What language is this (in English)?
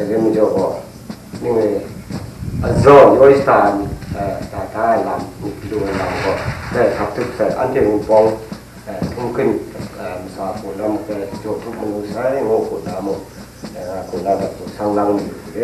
Kachin